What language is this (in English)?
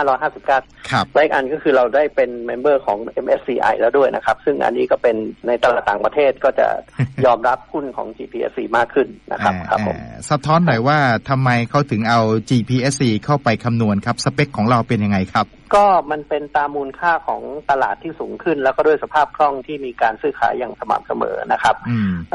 Thai